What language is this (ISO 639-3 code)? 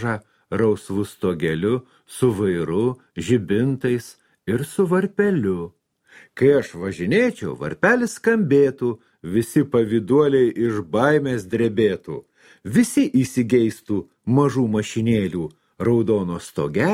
lit